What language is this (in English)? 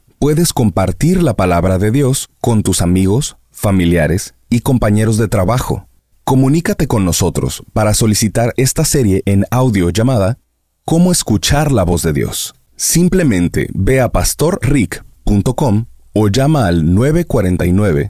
Spanish